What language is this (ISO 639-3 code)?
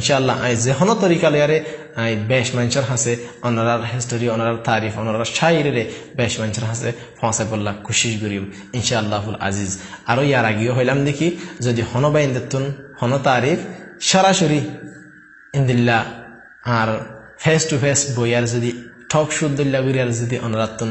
rhg